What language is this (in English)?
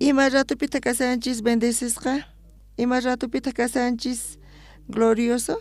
South Bolivian Quechua